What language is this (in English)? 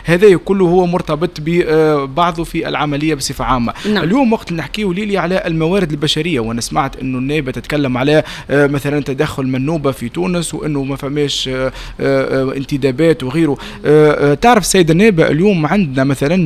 Tunisian Arabic